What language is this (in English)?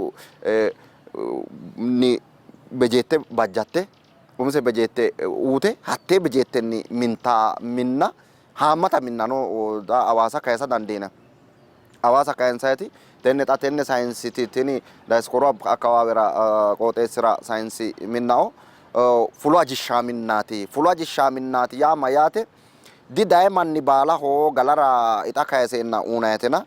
Sidamo